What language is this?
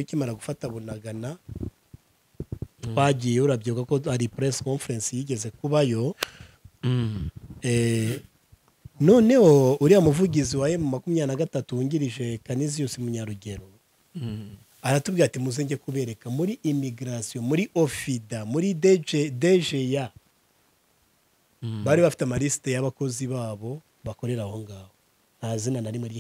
Kinyarwanda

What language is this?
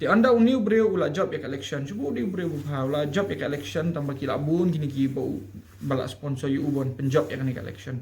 Khasi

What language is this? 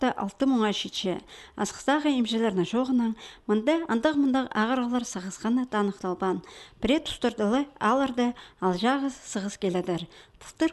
Khakas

